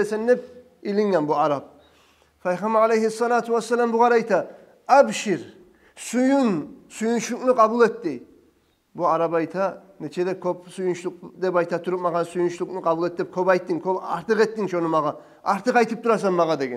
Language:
Kumyk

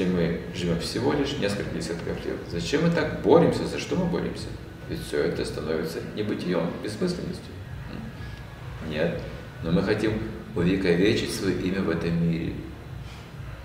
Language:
Russian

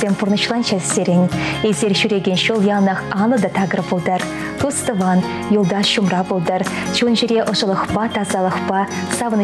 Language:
Chuvash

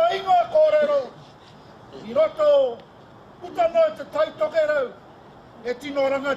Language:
Māori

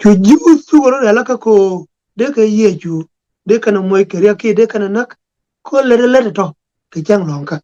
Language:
Nuer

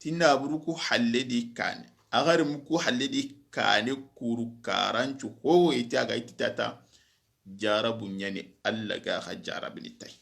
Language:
Soninke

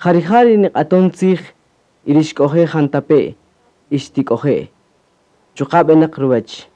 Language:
Kaqchikel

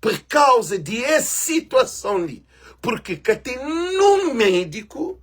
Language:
Kabuverdianu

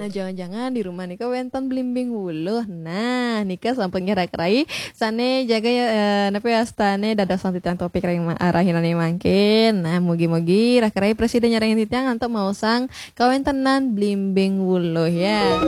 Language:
Balinese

